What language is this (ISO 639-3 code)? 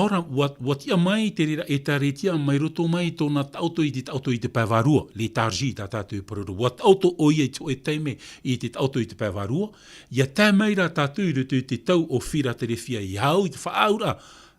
tah